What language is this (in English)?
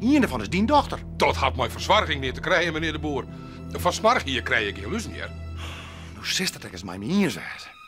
Western Frisian